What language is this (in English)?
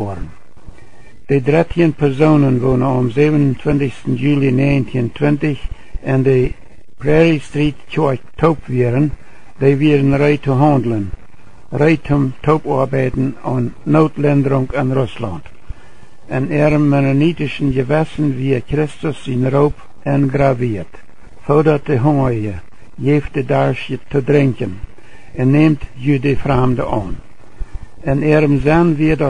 Plautdietsch